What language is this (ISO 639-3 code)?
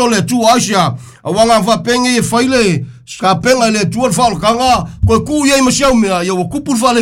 smo